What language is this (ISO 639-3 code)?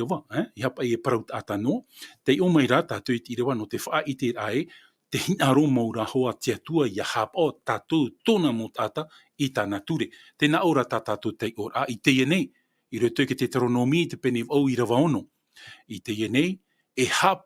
tah